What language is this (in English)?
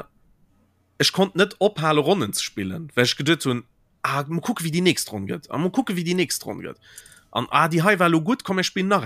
Luxembourgish